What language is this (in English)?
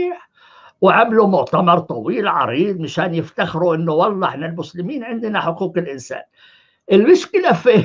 North Levantine Arabic